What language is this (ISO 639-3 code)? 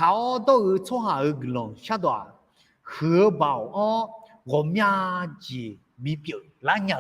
ahk